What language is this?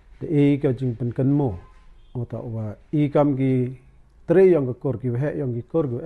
Pnar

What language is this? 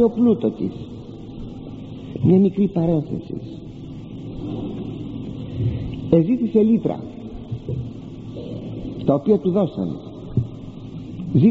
Greek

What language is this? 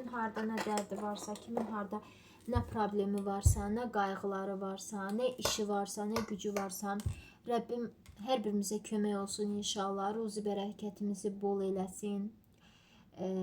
Azerbaijani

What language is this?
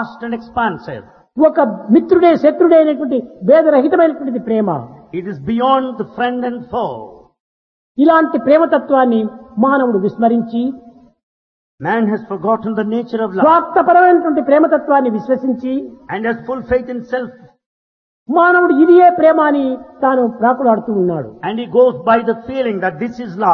Telugu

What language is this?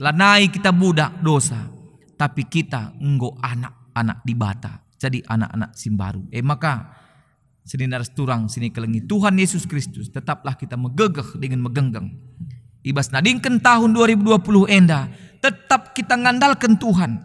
Batak Karo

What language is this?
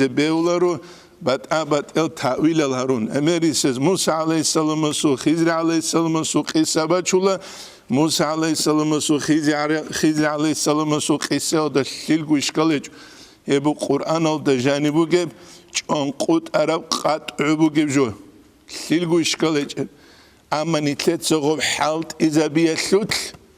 Avaric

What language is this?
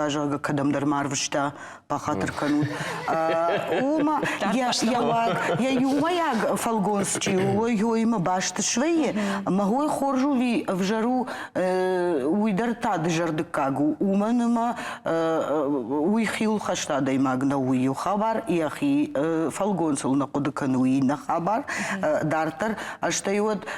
Ossetic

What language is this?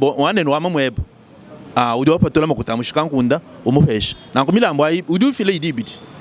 Luba-Lulua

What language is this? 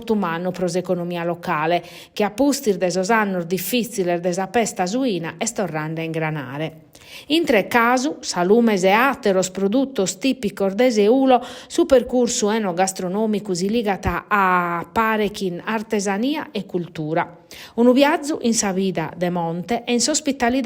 Sardinian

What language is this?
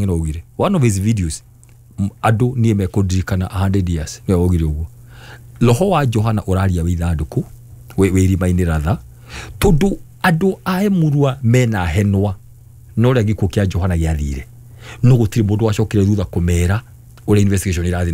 Kikuyu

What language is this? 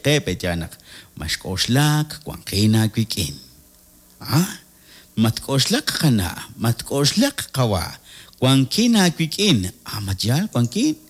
Kekchí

